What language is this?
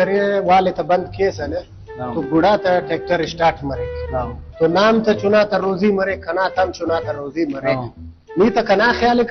Brahui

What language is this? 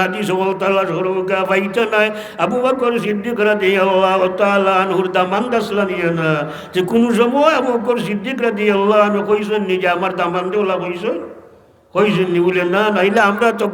Sylheti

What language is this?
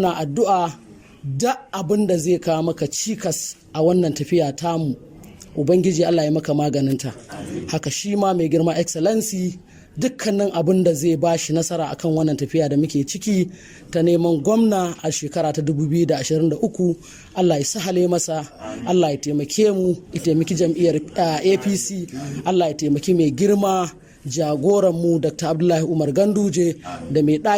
Hausa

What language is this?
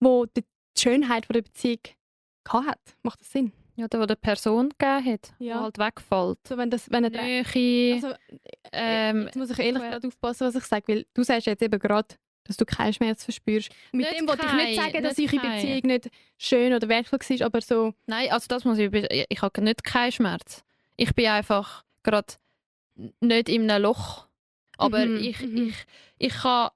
Swiss German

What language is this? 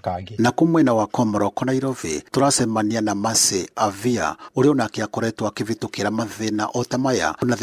Kikuyu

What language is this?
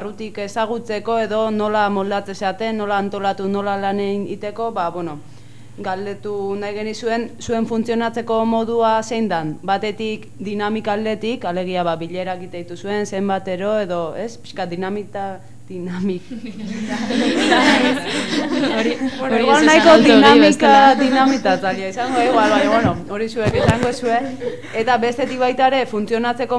Basque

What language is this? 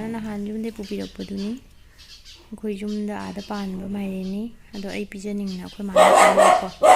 Manipuri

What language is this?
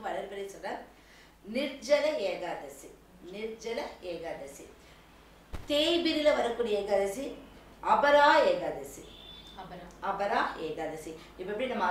Tamil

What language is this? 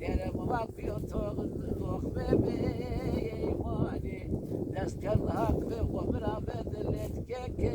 Zaza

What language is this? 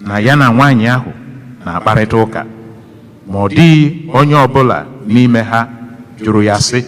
Igbo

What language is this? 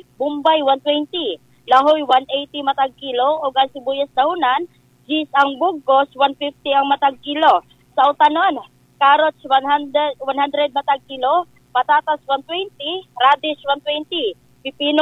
Cebuano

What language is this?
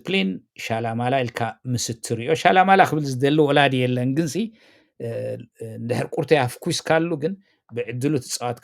Tigrinya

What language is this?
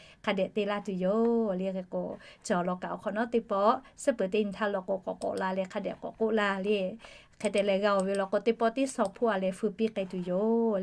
Lahu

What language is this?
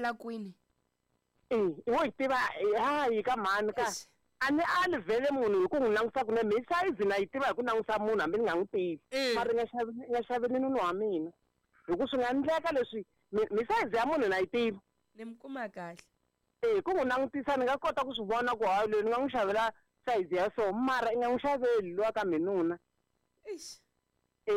Tsonga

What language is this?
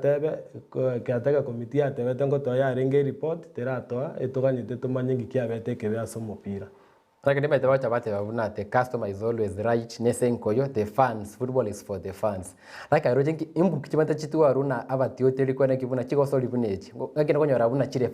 Gusii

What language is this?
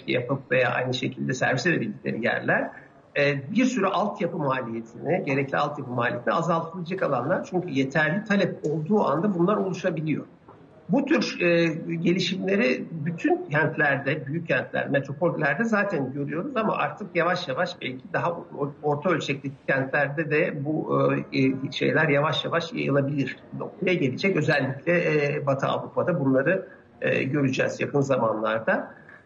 Turkish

